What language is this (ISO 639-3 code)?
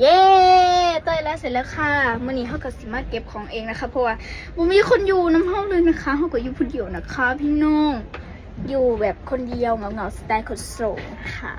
tts